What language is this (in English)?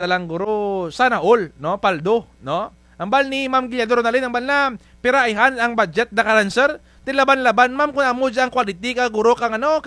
Kinaray-a